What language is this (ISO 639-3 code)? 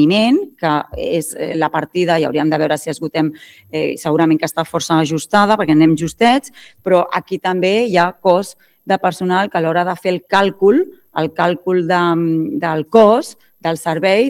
cat